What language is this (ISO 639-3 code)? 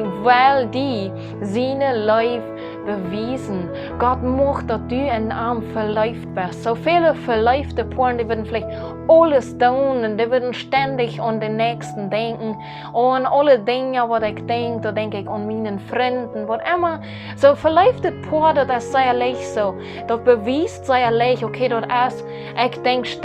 pdt